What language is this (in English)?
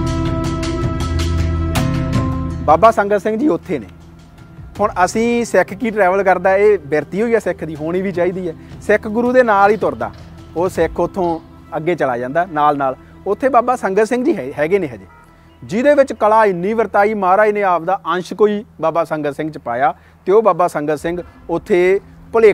Punjabi